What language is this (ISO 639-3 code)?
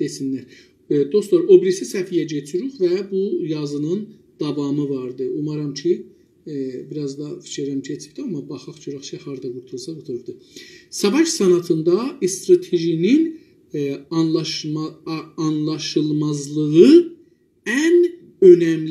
azb